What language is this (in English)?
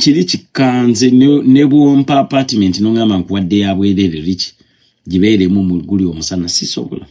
Ganda